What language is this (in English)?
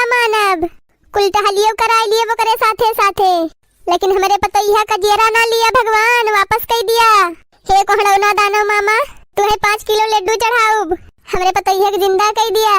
Awadhi